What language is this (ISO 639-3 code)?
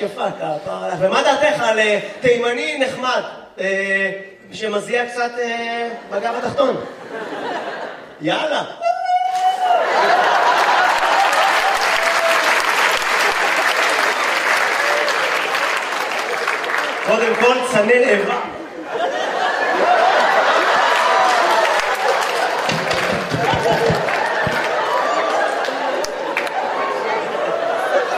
heb